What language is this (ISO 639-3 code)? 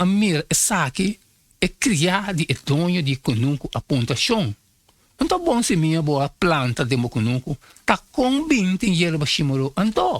pap